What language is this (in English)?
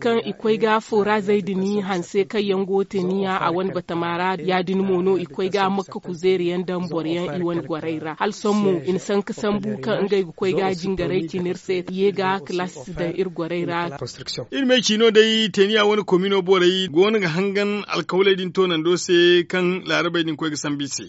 Zarma